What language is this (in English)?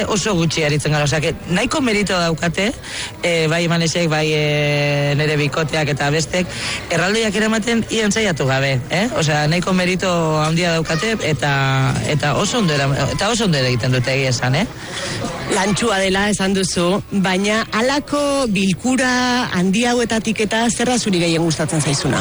Basque